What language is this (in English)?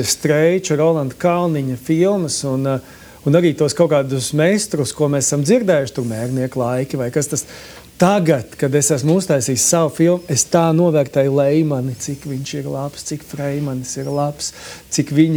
Latvian